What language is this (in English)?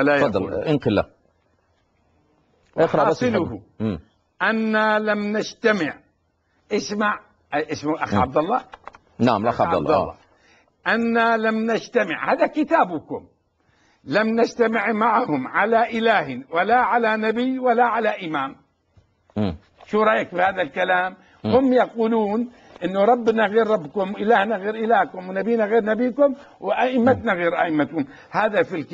Arabic